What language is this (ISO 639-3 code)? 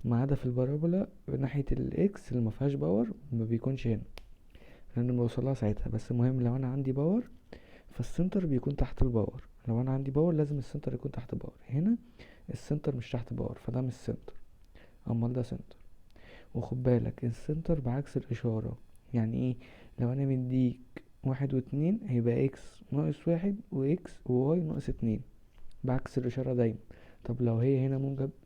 arz